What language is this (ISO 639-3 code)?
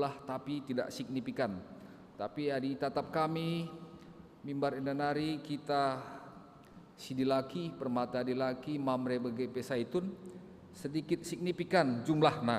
btx